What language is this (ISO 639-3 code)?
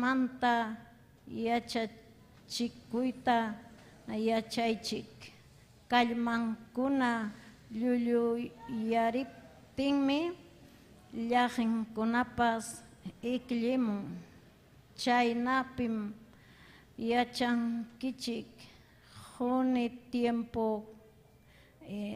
quy